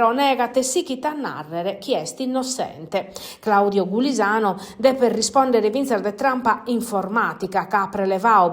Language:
Sardinian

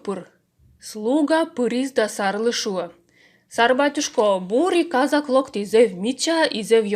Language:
Komi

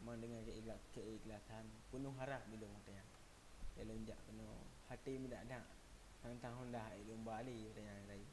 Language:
Achinese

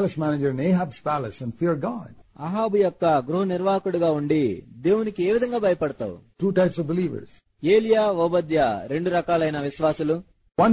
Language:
Telugu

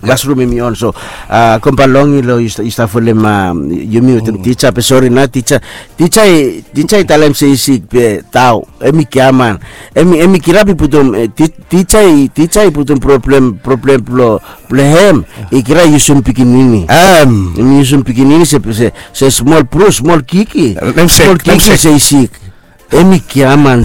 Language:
Bislama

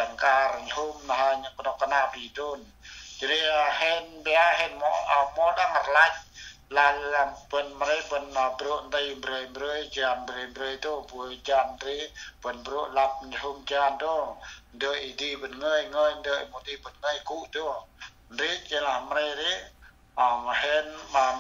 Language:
Central Mnong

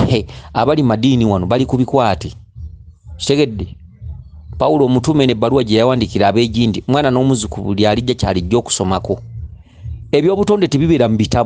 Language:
Ganda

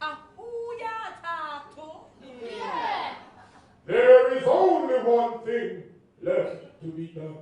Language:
Jamaican Creole English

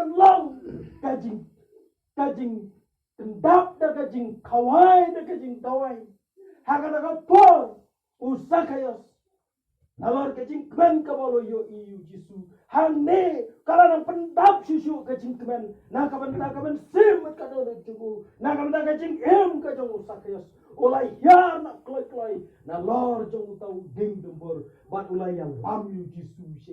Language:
Khasi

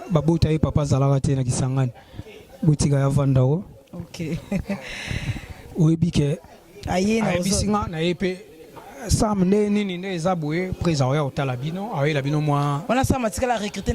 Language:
Lingala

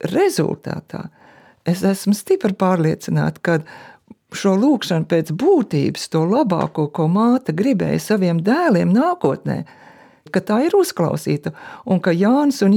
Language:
Latvian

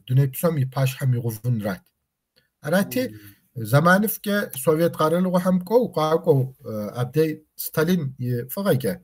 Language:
Kabardian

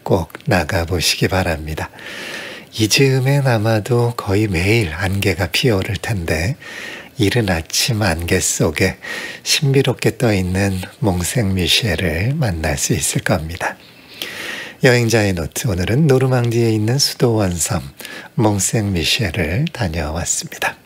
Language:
Korean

